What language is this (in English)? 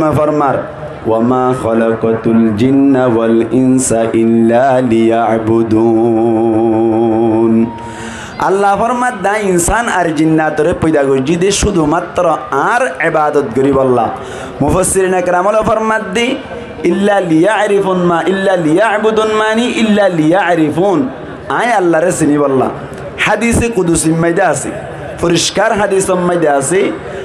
Rohingya